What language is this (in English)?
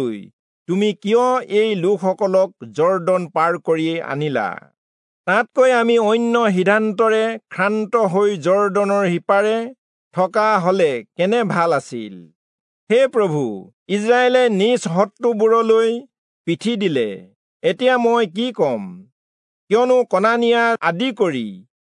Assamese